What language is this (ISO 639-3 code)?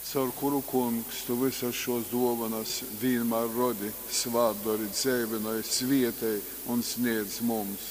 ltg